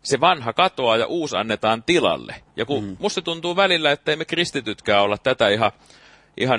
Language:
Finnish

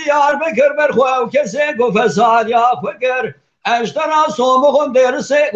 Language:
Kurdish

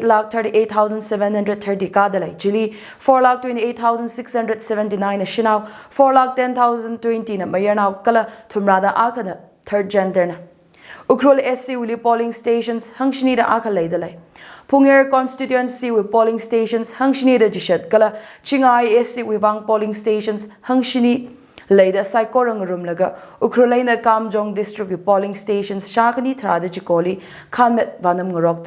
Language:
Tangkhul Naga (India)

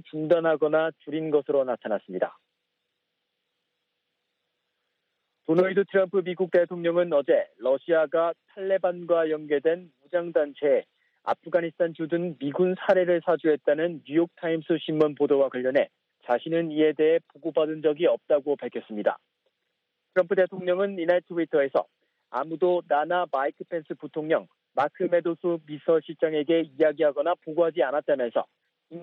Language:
Korean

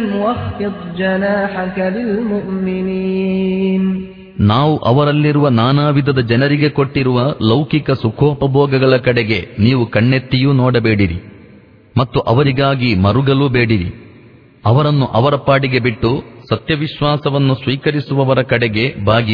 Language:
Kannada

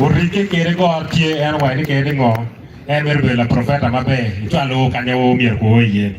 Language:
Acoli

